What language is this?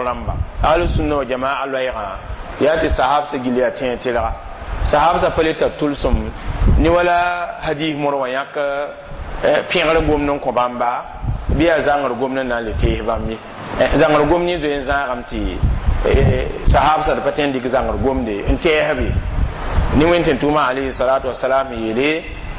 Mossi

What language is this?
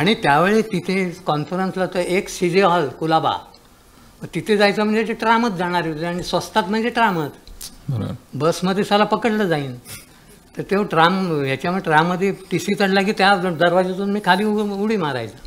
Marathi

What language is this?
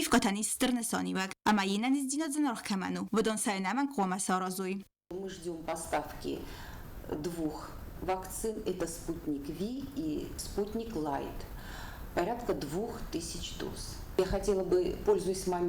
Ossetic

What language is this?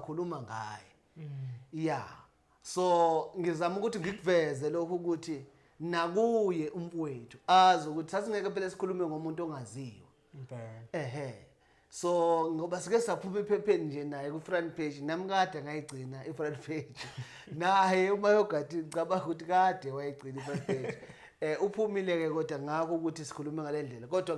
Zulu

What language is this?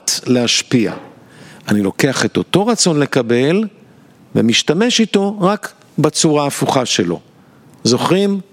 Hebrew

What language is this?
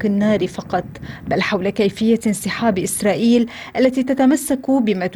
Arabic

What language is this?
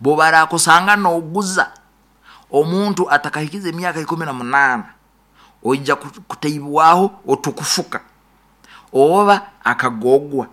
Nyoro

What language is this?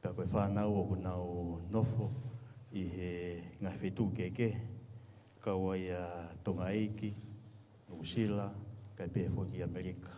Tongan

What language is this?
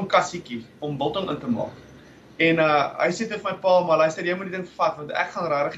Afrikaans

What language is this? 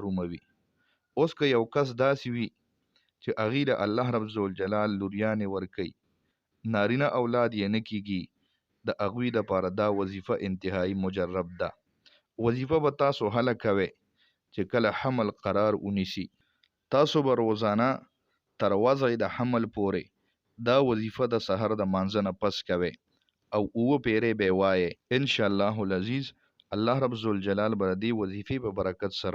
Pashto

